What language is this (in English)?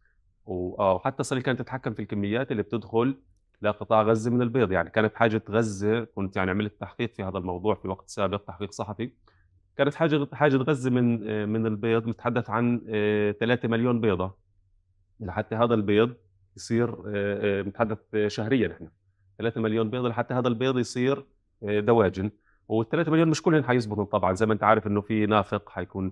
North Levantine Arabic